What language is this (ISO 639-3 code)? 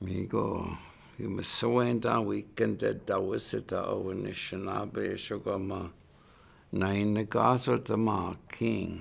ciw